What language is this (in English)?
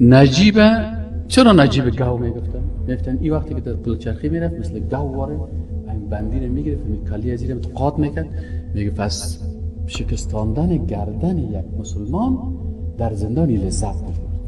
Persian